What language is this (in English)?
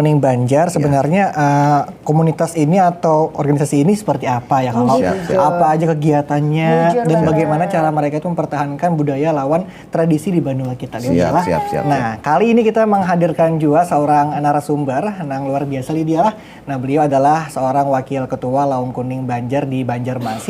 Banjar